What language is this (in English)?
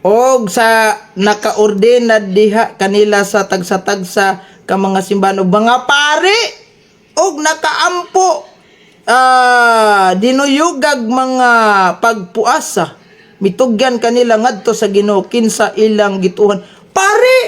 Cebuano